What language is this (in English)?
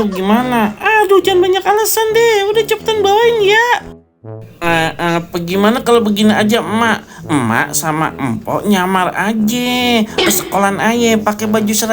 Betawi